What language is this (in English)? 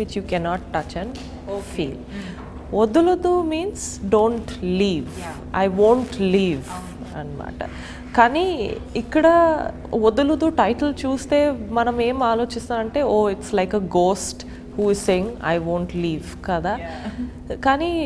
Telugu